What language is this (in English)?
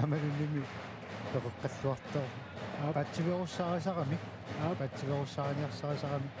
Kalaallisut